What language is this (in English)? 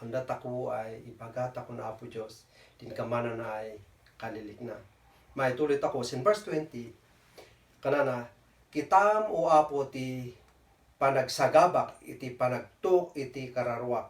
Kankanaey